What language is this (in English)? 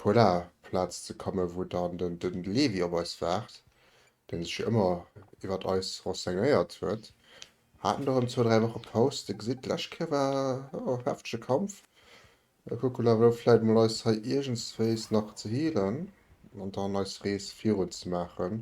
Luxembourgish